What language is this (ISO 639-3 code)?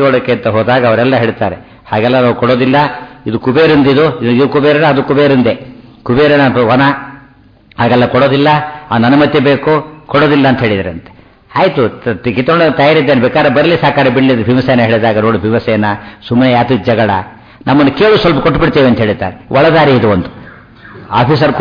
kan